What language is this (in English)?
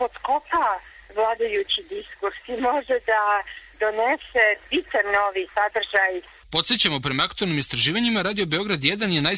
Serbian